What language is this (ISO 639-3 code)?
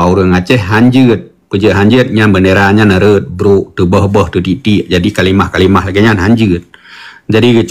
ace